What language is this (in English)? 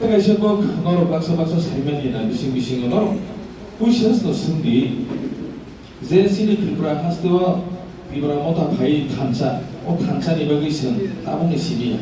Kok Borok